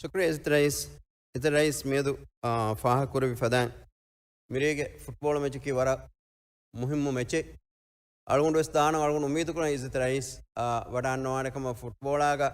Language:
Divehi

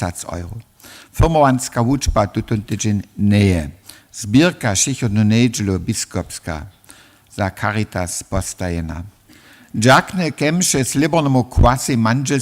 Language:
Upper Sorbian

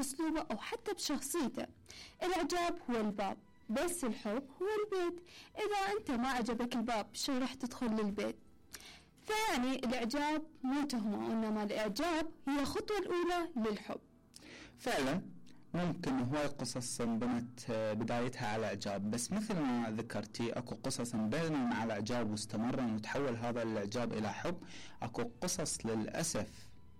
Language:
Mesopotamian Arabic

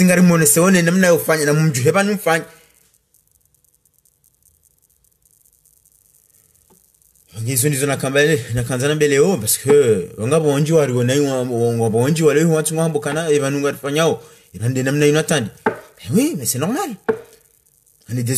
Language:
Swahili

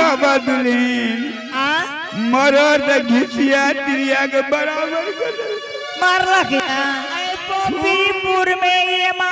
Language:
Angika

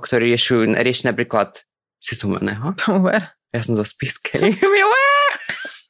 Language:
Slovak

